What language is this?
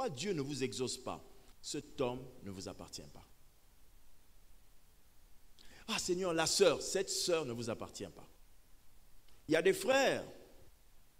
French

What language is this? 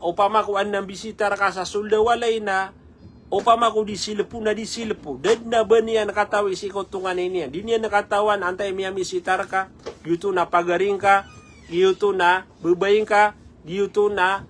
Maranao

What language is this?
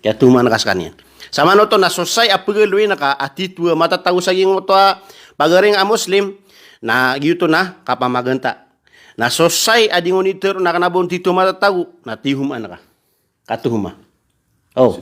Maranao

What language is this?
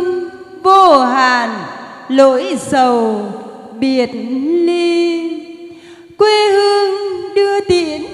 Vietnamese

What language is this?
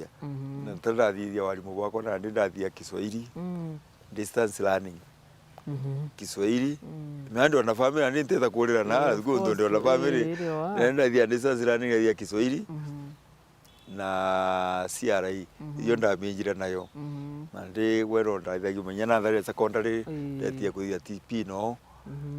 Meru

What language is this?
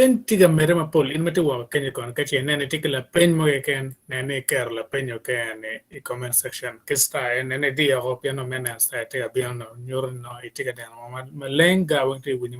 Acoli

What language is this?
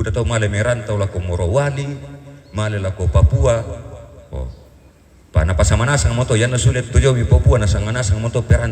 Toraja-Sa'dan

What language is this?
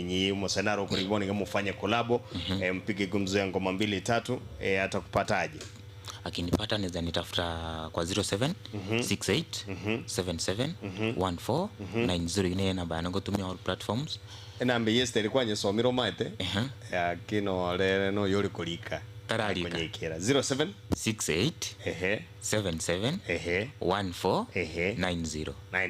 Gusii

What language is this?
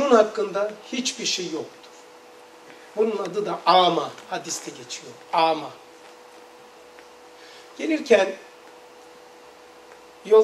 Turkish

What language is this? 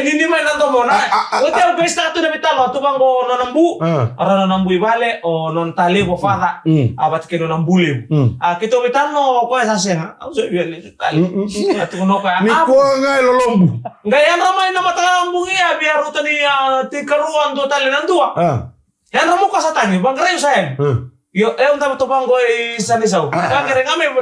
Fijian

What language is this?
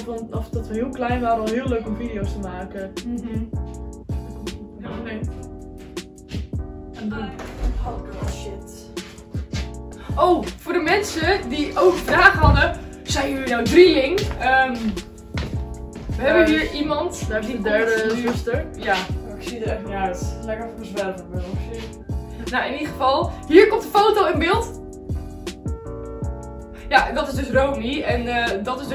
Dutch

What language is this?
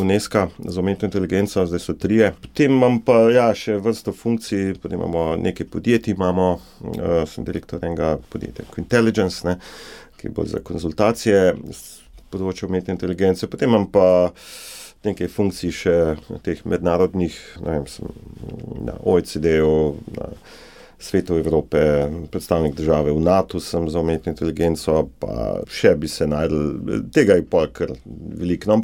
Slovenian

